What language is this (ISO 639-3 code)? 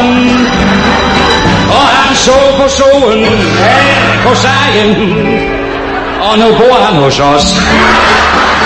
dan